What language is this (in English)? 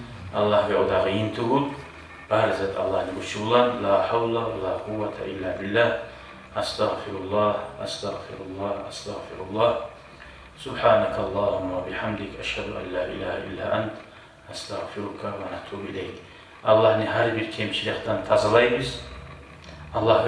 Kumyk